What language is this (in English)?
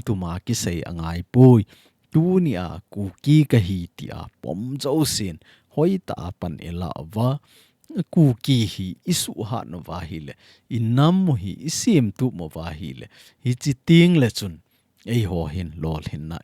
Thado Chin